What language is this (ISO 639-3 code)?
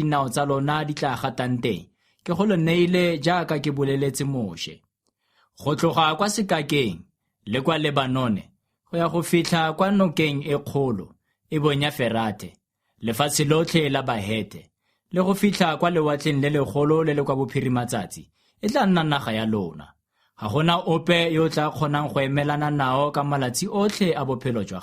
tsn